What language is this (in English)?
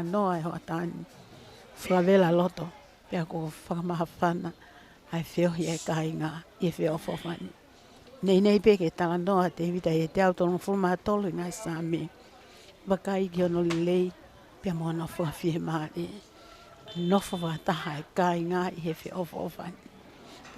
Tongan